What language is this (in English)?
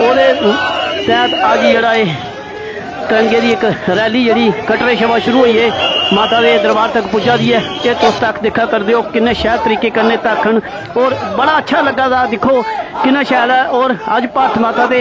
Dogri